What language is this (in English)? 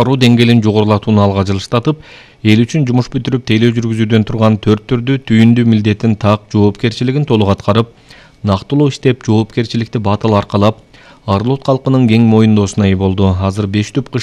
Kyrgyz